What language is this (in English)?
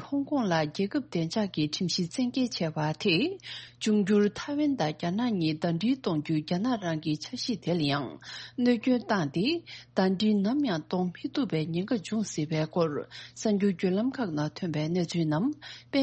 Tibetan